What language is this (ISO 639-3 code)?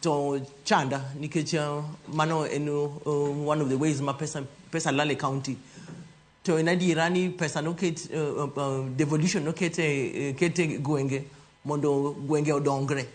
luo